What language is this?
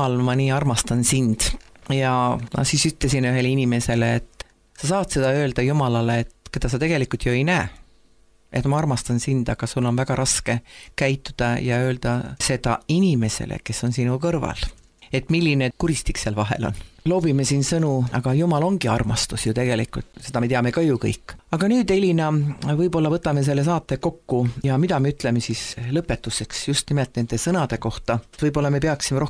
Estonian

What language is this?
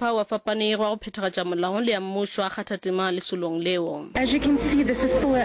Northern Sotho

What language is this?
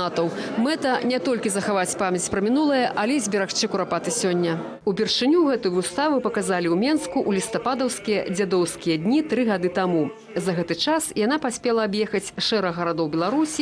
Belarusian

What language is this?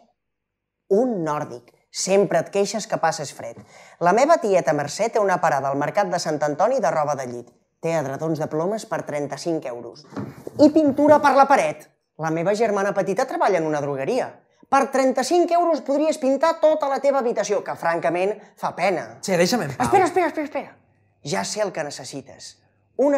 Catalan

